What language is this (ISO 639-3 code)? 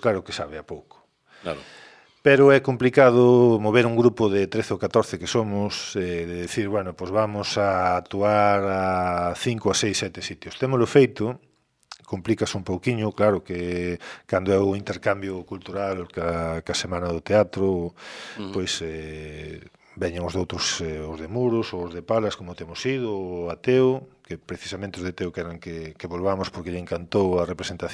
glg